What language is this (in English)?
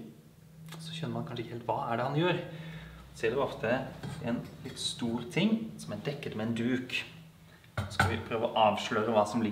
Norwegian